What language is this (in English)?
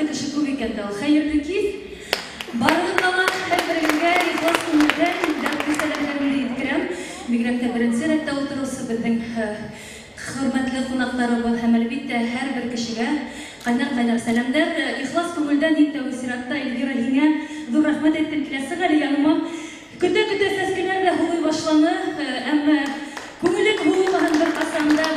Bashkir